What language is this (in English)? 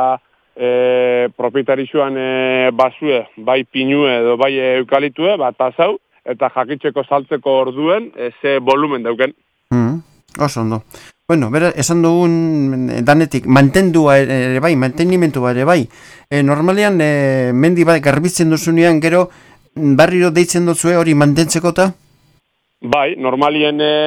Basque